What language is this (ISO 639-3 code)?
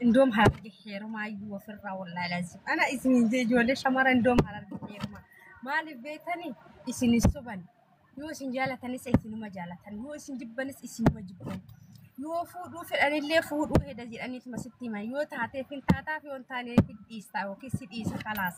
orm